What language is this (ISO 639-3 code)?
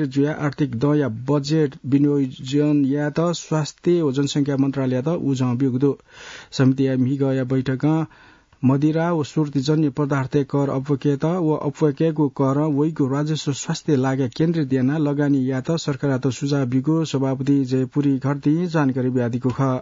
new